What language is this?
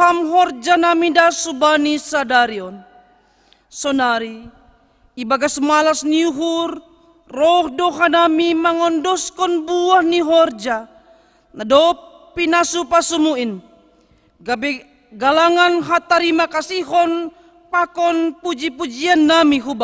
Batak Simalungun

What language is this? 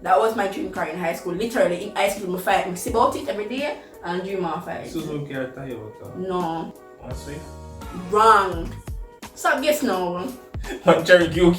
Jamaican Creole English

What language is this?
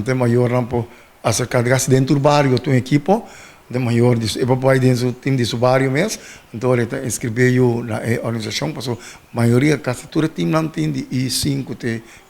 Papiamento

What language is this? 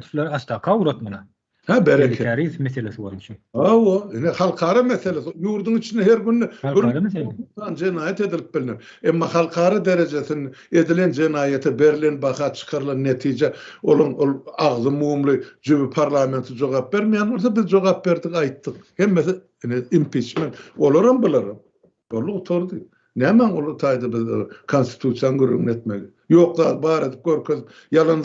Turkmen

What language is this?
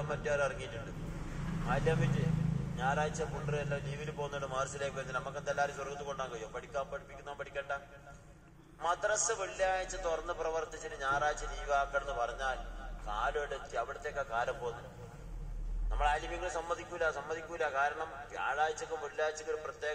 Malayalam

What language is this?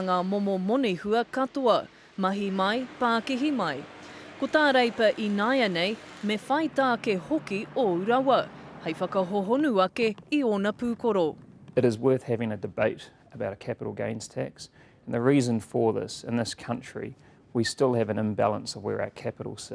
Māori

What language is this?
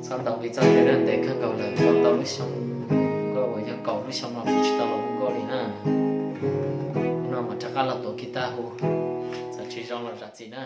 Hmong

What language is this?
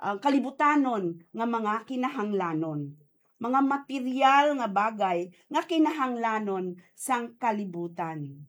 Hiligaynon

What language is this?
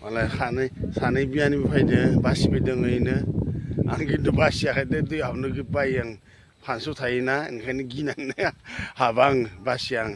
Bodo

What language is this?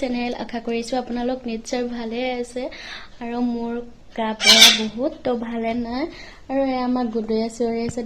Assamese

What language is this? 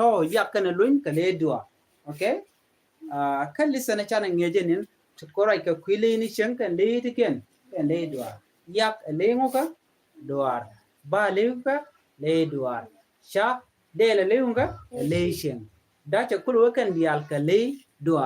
Nuer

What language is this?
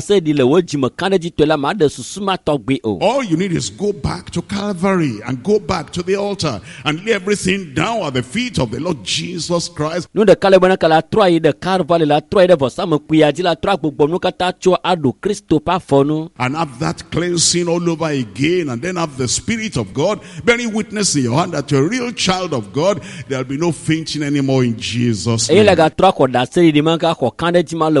Ewe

